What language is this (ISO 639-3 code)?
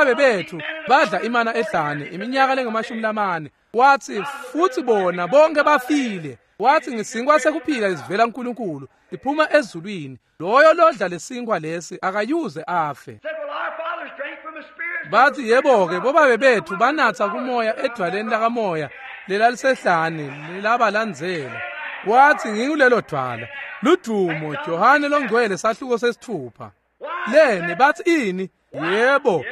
ssw